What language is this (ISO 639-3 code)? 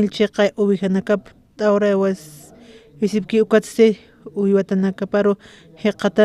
aym